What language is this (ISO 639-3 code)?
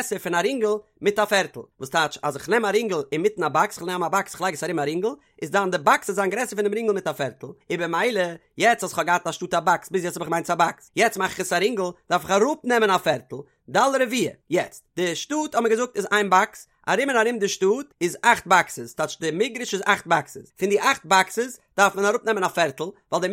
yid